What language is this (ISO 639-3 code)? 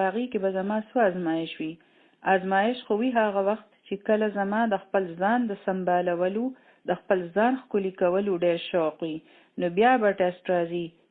pus